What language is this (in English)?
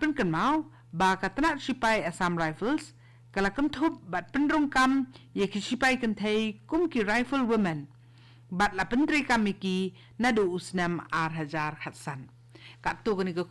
Khasi